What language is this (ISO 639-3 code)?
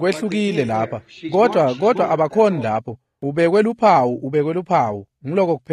ssw